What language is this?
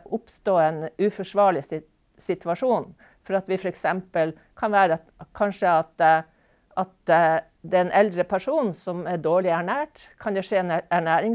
Norwegian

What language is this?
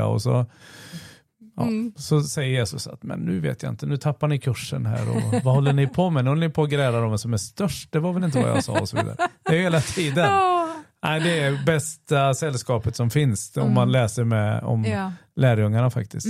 Swedish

